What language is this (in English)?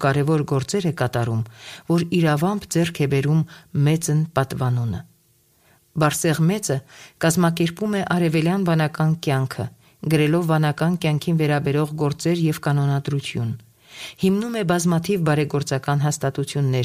Armenian